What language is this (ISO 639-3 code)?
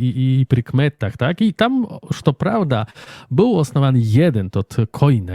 rue